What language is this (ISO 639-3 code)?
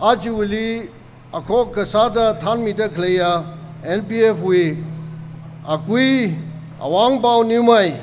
nmf